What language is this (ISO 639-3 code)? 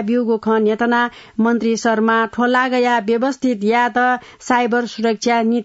new